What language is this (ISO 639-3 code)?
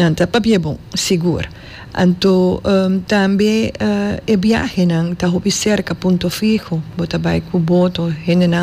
pap